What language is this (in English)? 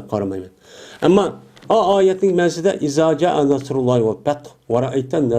Uyghur